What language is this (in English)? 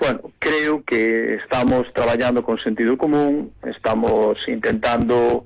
Galician